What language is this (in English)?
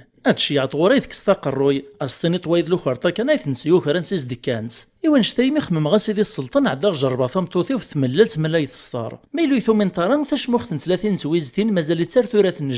Kabyle